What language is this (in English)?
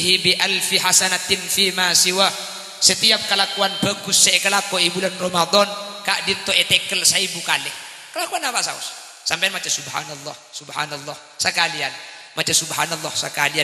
Madurese